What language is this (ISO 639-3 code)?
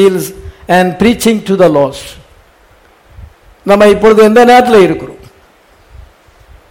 tam